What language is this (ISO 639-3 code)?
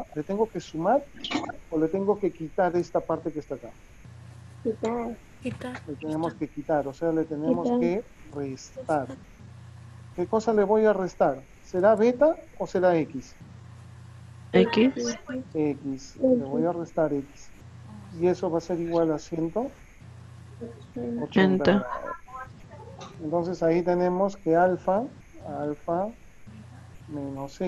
spa